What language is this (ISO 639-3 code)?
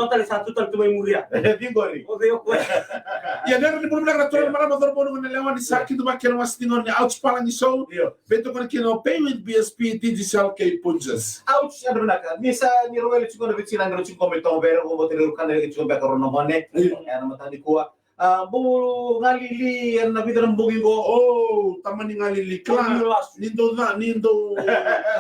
fij